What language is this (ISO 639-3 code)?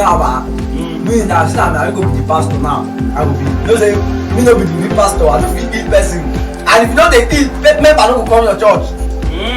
pcm